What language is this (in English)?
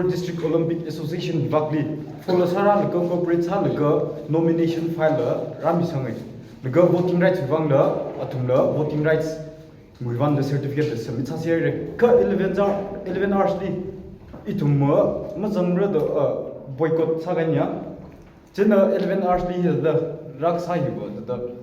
Tangkhul Naga (India)